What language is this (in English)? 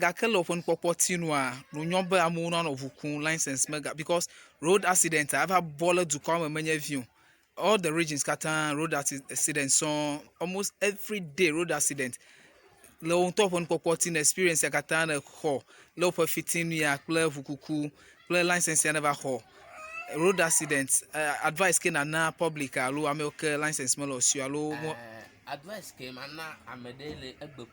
Ewe